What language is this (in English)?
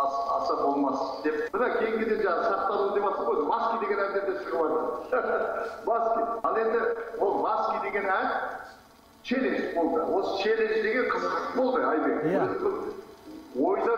Kazakh